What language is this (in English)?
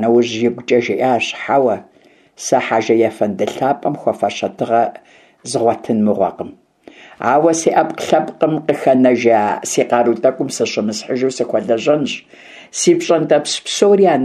Kabardian